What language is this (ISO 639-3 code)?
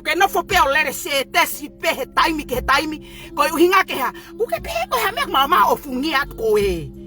ton